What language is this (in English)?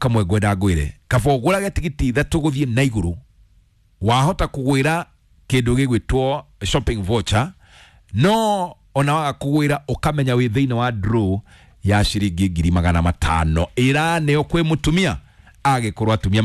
Kikuyu